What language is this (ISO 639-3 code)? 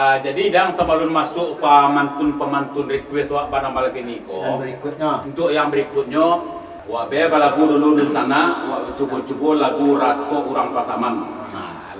min